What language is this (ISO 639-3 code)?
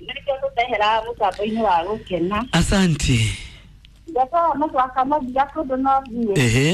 kik